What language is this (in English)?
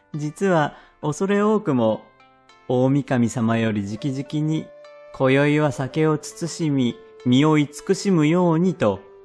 Japanese